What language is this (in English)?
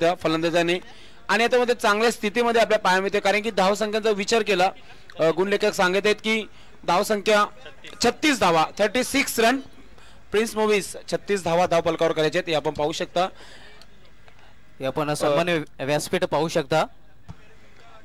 Marathi